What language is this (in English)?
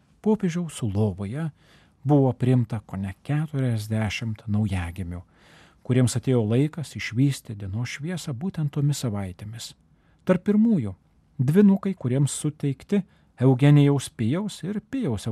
Lithuanian